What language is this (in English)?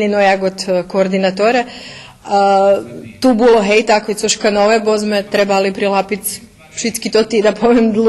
Rusyn